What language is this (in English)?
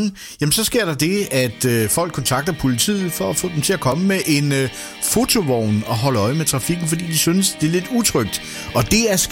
Danish